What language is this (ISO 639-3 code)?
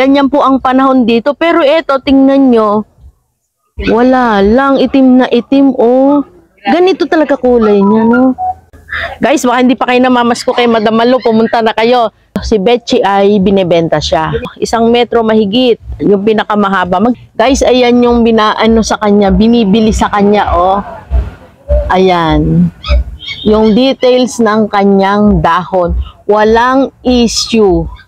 fil